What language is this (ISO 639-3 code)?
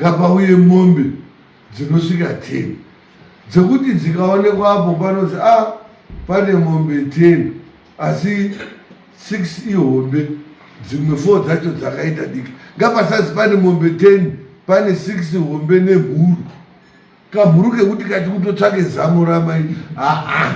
sna